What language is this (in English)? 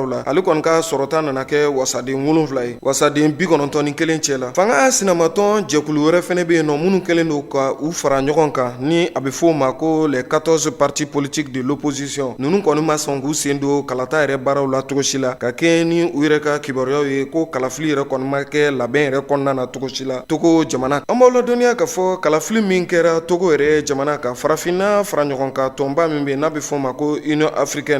Bambara